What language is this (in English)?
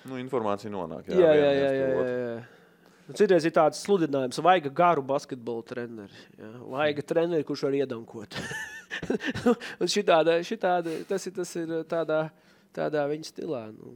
Latvian